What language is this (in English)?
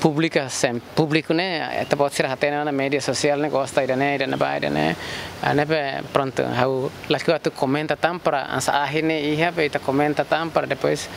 Tetum